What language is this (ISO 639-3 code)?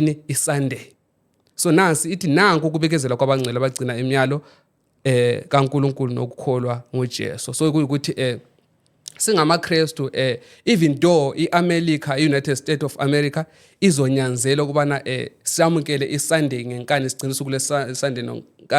zul